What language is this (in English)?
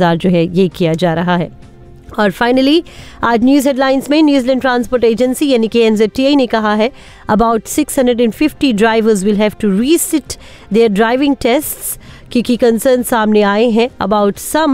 Hindi